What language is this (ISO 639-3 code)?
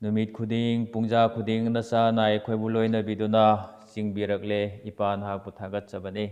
mni